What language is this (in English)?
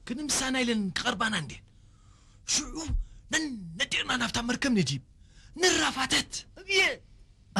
Tigrinya